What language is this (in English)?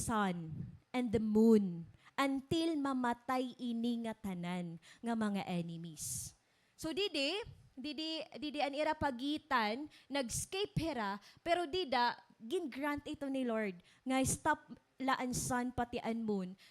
Waray